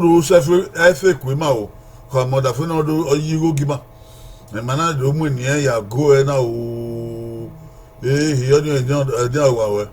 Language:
Bini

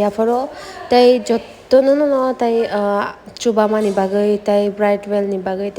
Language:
Kok Borok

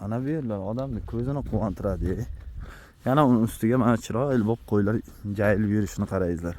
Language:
Uzbek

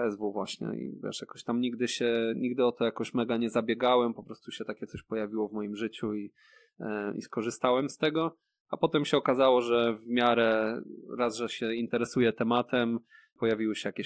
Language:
Polish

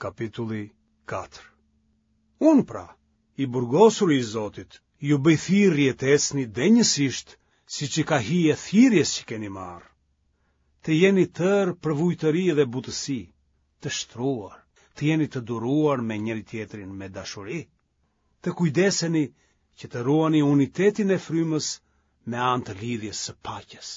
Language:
Albanian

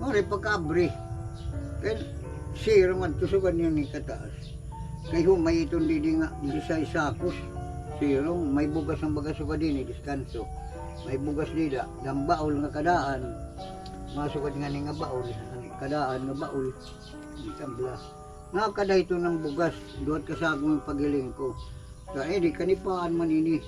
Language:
Waray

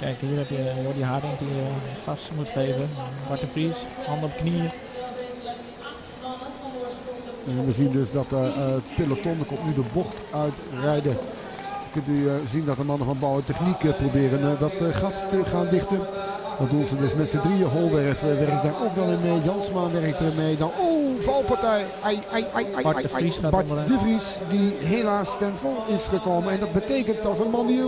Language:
Dutch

